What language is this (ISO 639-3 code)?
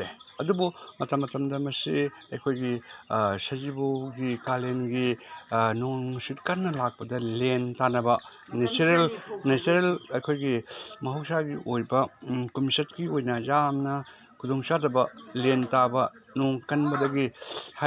mni